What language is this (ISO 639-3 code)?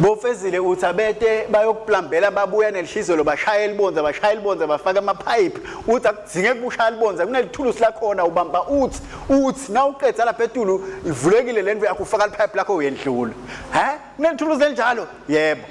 ssw